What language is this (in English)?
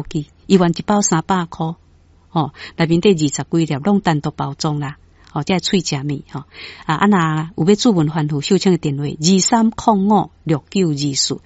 Min Nan Chinese